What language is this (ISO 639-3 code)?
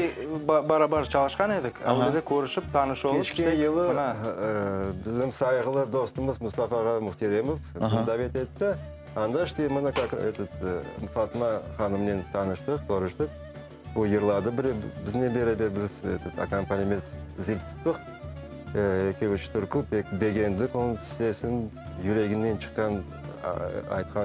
crh